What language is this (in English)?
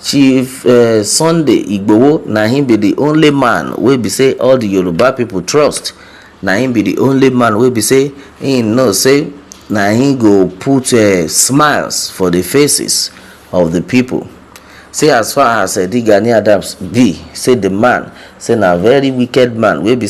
Nigerian Pidgin